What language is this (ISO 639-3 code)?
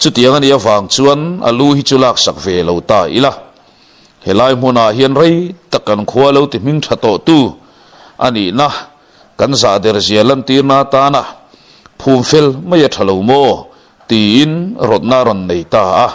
lus